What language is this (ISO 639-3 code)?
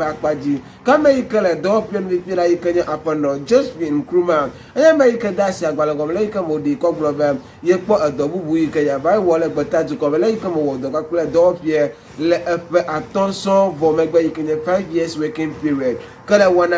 ewe